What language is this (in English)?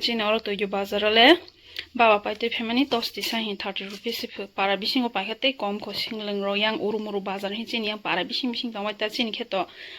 Kok Borok